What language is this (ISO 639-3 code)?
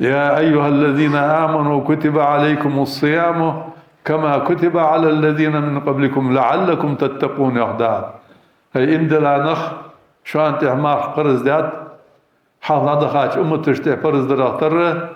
inh